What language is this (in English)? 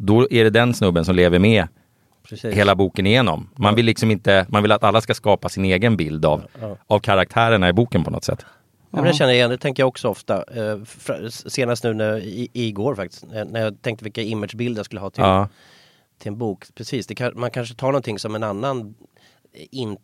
Swedish